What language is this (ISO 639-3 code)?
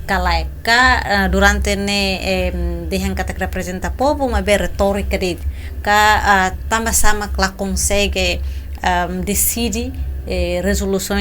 tet